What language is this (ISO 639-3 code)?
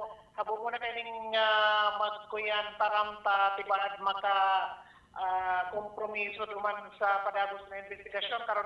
bik